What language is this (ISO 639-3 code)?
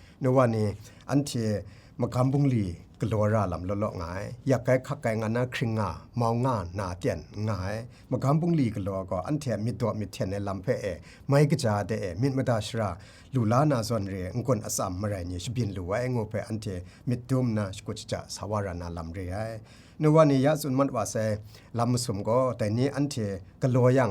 kac